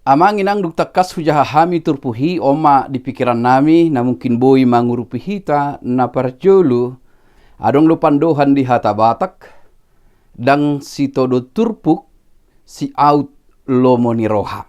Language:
Batak Toba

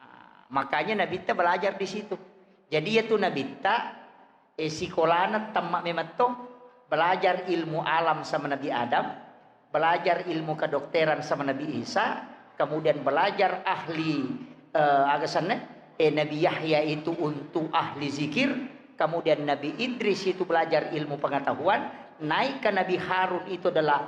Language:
Buginese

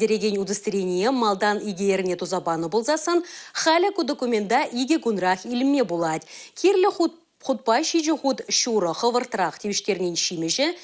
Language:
Chuvash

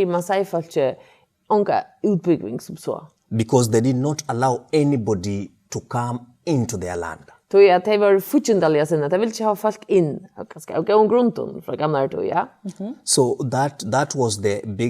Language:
Faroese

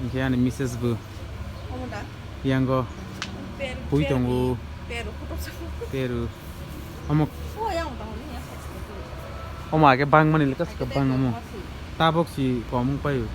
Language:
Kok Borok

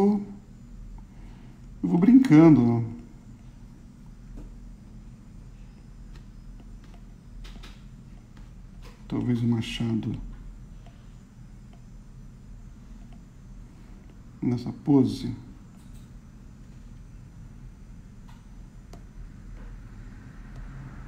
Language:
Portuguese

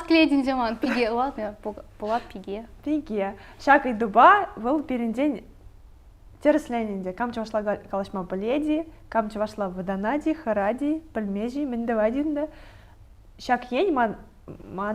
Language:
Chuvash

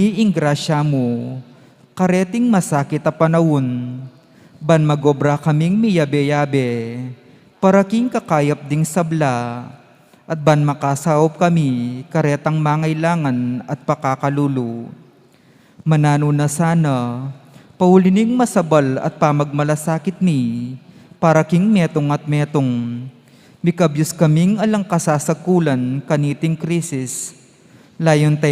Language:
Pampanga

